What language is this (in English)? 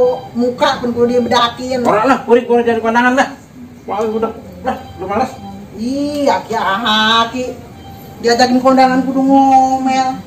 Betawi